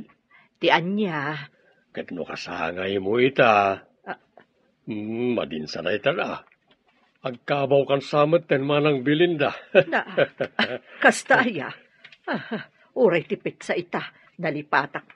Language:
Iloko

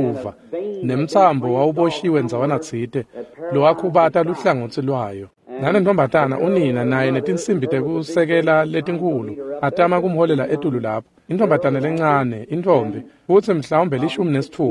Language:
Swati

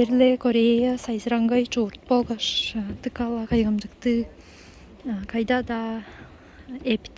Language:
Tuvinian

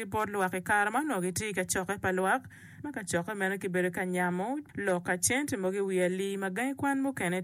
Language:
Acoli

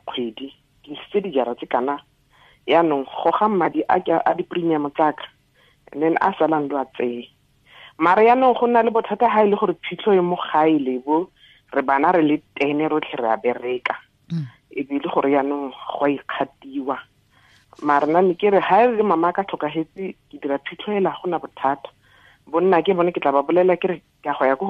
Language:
Tswana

